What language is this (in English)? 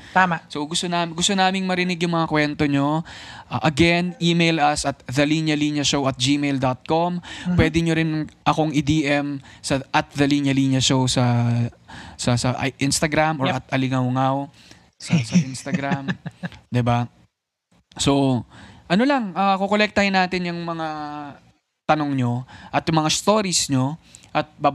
Filipino